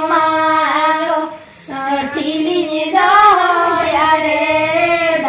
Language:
Santali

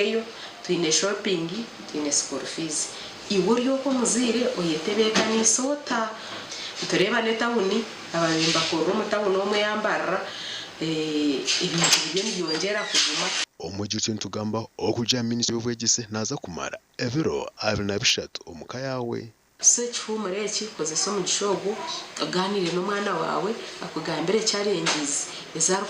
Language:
Nyankole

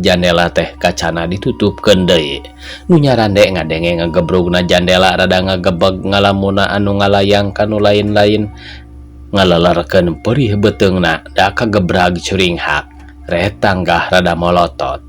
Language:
Sundanese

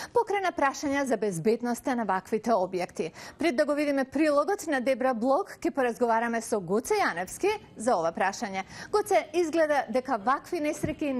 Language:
Macedonian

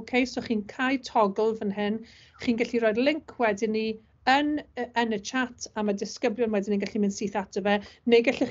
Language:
Welsh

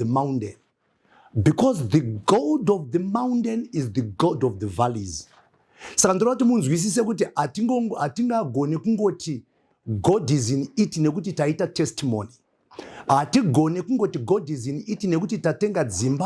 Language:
Shona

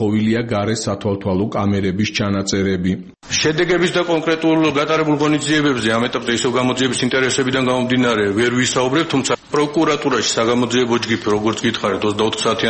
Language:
Georgian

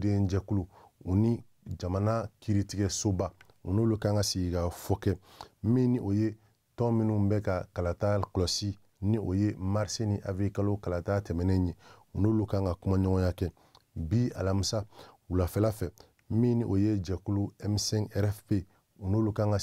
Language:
Bambara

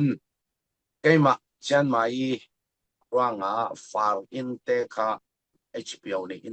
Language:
Falam Chin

